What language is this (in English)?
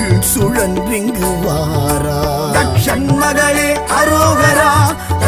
Tamil